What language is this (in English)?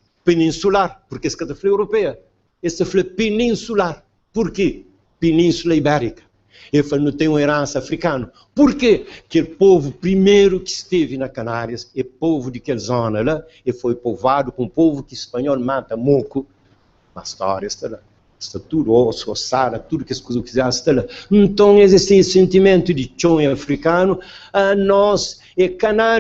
Kabuverdianu